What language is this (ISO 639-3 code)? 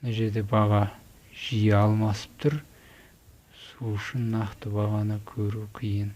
kaz